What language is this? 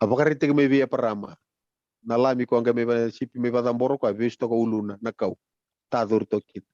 Fijian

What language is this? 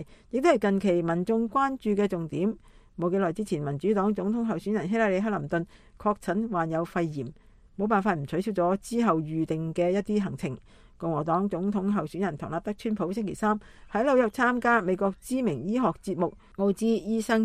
Cantonese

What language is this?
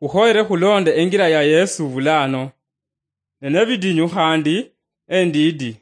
Luyia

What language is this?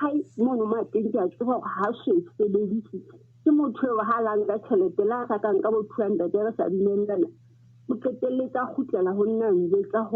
Southern Sotho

